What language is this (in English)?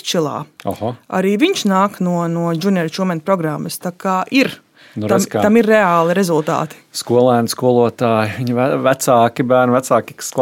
Latvian